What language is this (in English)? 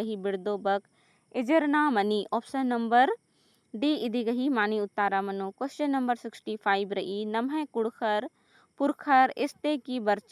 Kurukh